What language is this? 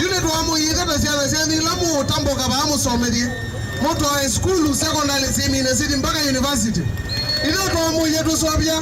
Kamba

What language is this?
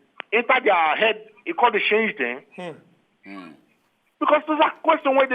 Nigerian Pidgin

